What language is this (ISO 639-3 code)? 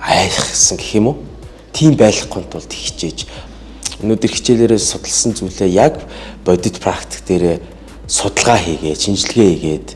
mon